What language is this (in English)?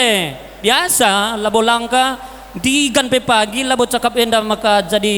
Batak Karo